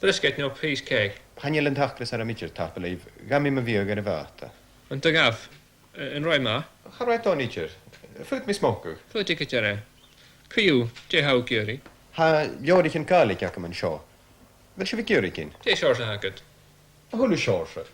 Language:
Scottish Gaelic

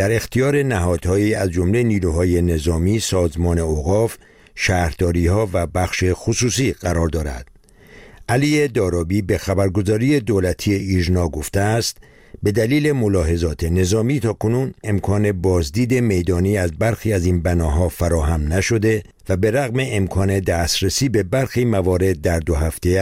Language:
Persian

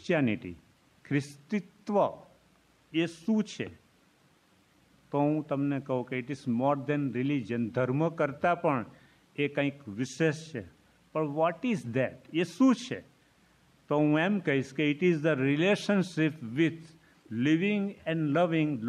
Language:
Gujarati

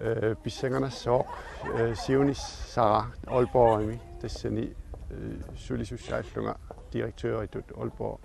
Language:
Kalaallisut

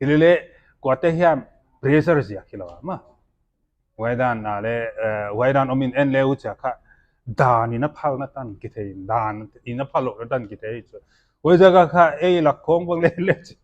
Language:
Paite Chin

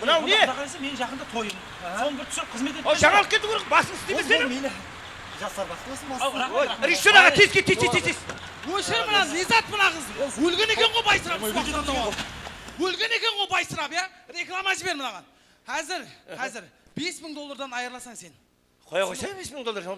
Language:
Kara-Kalpak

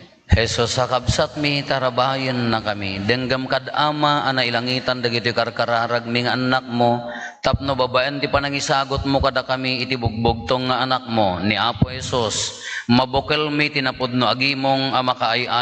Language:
Iloko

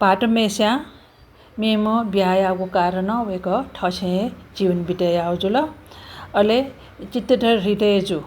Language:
Newari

